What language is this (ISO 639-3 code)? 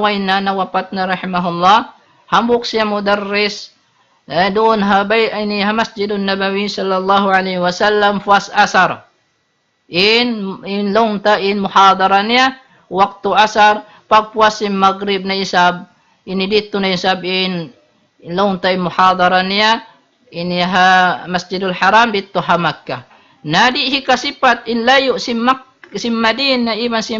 tsg